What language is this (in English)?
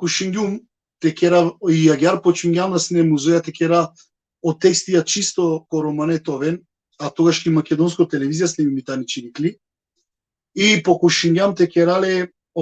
Balkan Romani